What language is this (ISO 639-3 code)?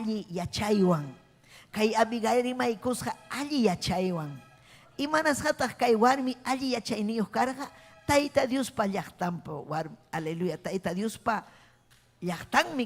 quy